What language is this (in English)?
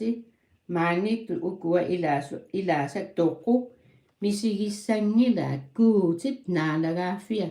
Kalaallisut